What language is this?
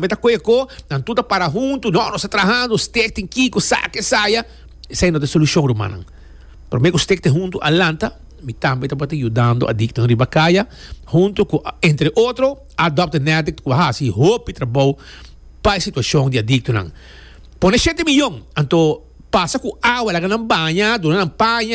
Papiamento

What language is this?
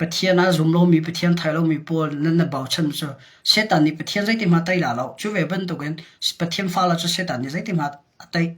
Hakha Chin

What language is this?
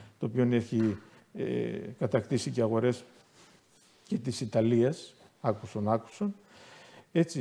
Greek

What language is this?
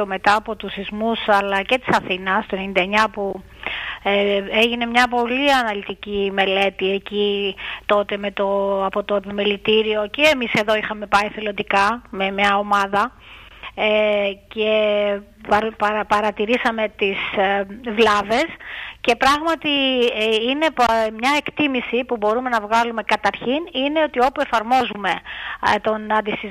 Greek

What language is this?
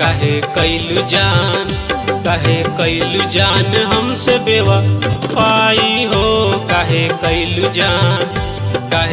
Bhojpuri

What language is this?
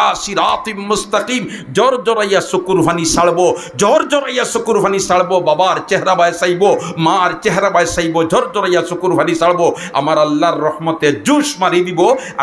Sylheti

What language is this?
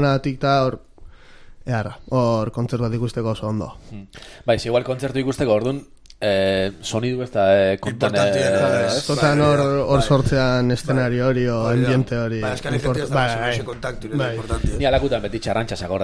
Basque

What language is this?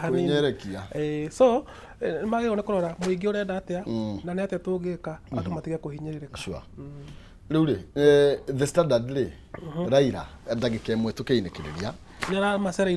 Kikuyu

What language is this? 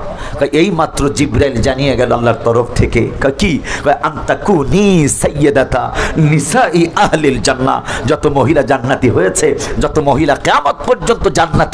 Sylheti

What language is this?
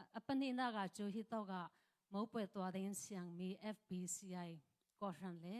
Falam Chin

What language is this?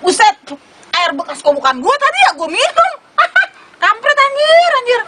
Betawi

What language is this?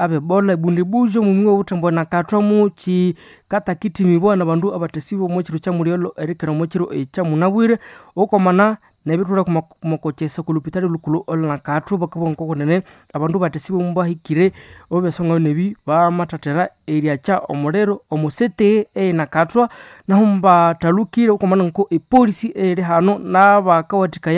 Nande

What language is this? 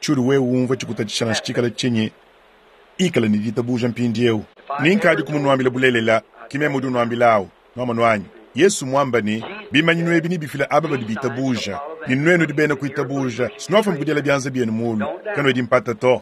Luba-Lulua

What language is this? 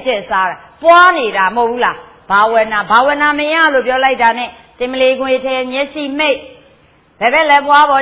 Burmese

